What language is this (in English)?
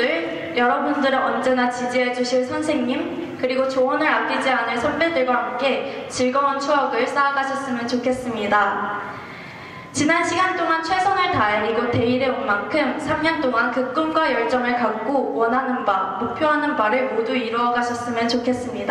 Korean